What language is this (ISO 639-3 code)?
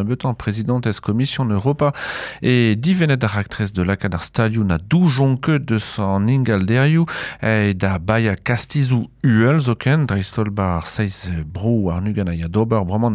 bre